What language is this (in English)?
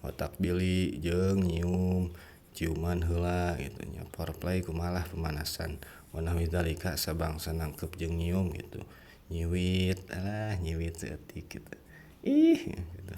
Sundanese